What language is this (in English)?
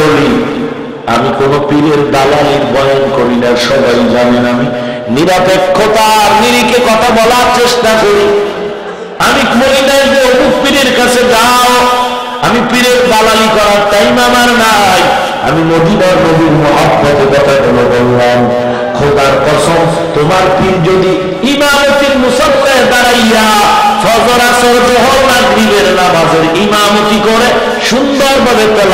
Bangla